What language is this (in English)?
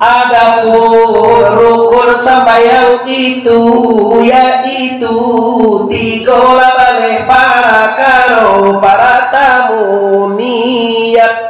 Minangkabau